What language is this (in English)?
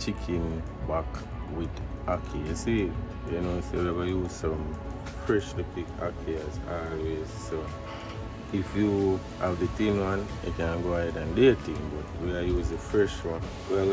Jamaican Creole English